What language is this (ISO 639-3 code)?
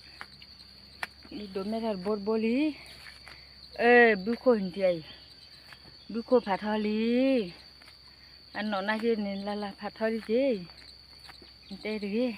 ksw